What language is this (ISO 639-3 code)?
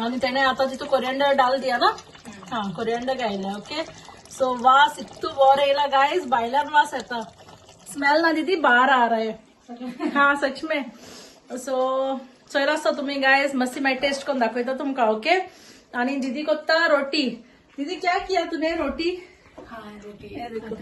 kok